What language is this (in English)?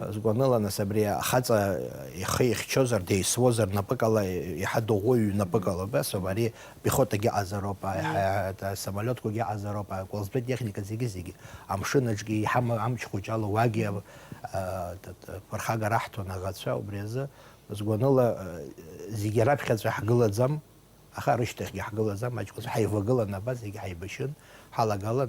Abkhazian